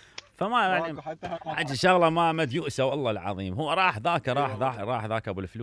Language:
Mesopotamian Arabic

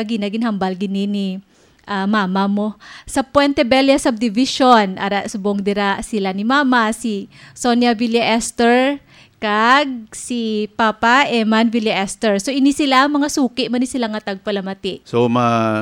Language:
Hiligaynon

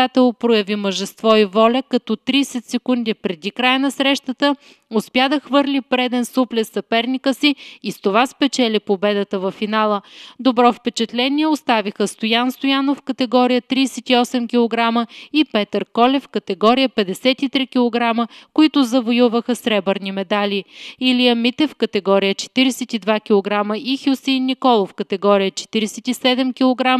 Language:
Bulgarian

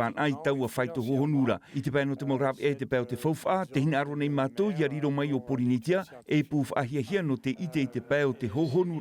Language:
Tahitian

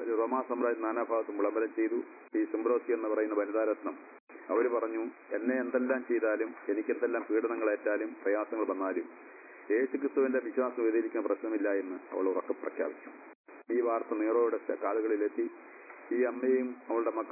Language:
Malayalam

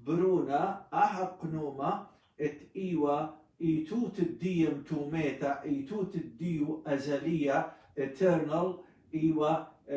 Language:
Assyrian Neo-Aramaic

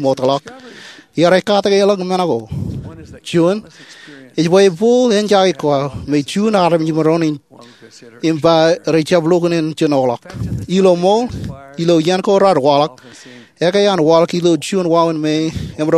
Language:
Marshallese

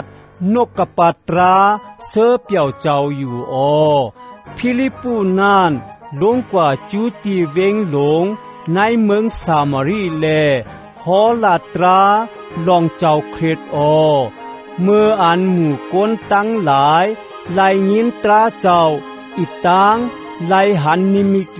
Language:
Shan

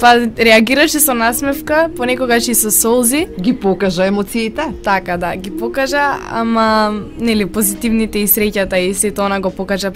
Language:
Macedonian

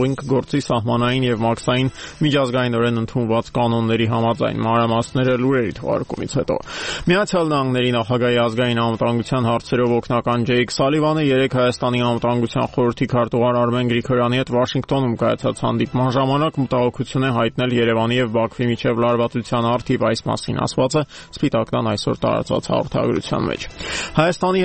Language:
Armenian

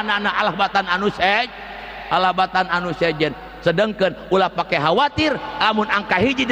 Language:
Sundanese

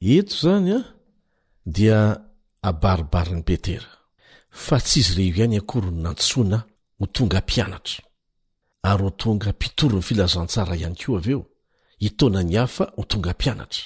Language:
Malagasy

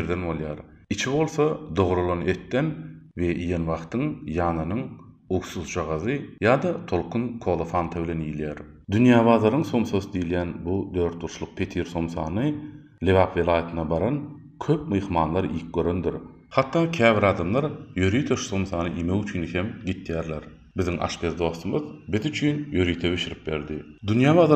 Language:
Turkmen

